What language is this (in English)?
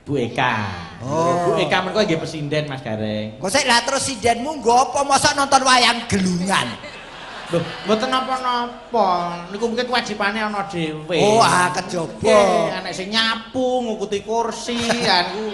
Javanese